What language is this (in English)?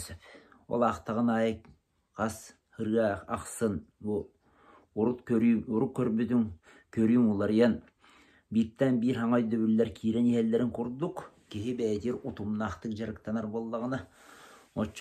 Yakut